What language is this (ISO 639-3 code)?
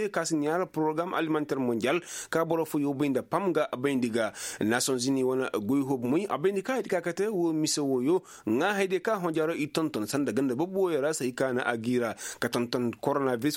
ses